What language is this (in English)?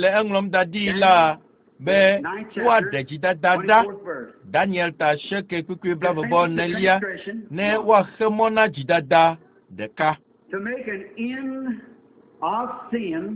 Ewe